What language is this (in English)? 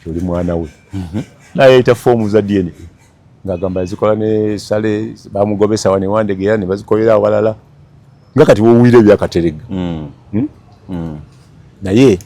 Ganda